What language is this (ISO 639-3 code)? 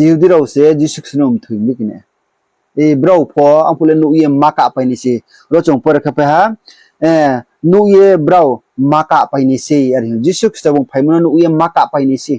ria